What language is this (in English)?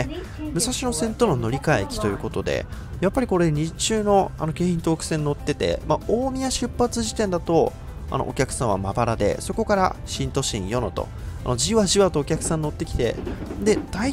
Japanese